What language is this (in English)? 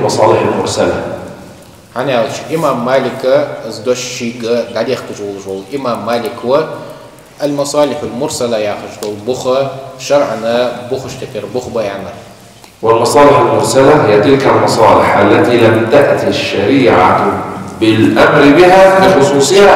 Ingush